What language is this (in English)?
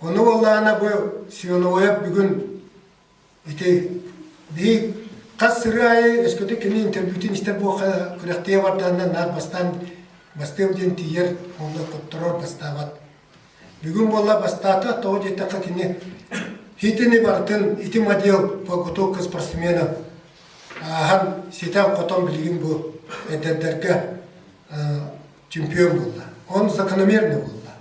Yakut